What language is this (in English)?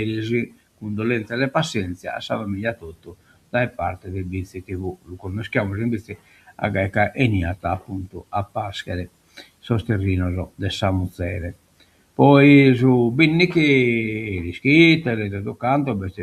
Sardinian